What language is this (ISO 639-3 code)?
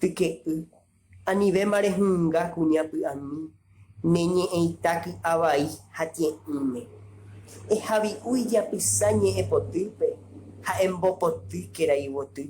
grn